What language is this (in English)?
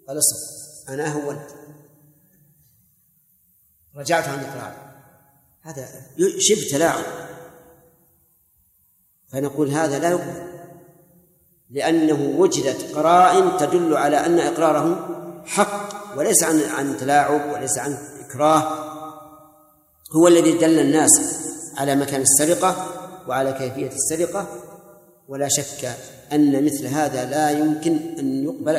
Arabic